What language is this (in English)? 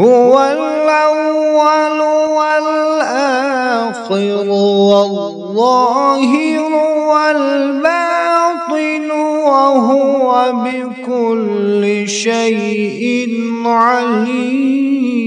Kashmiri